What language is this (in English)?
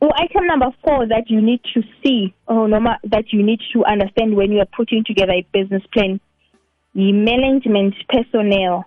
South Ndebele